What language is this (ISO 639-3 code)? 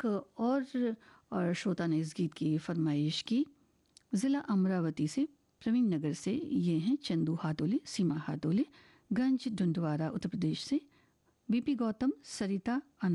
hin